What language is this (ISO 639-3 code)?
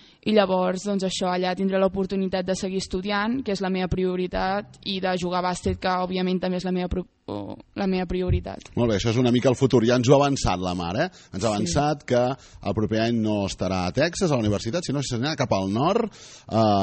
cat